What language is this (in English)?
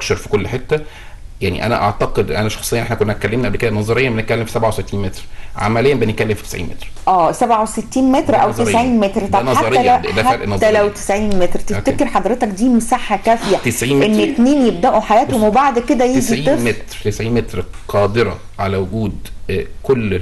Egyptian Arabic